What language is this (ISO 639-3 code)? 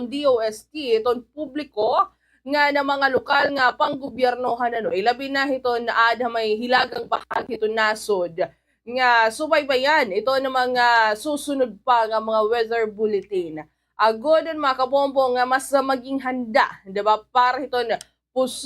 war